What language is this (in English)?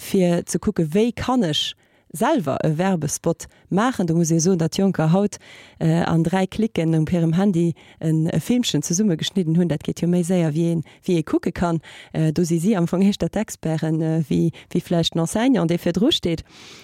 Luxembourgish